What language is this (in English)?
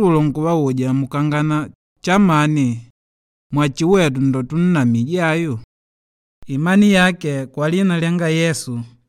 Makonde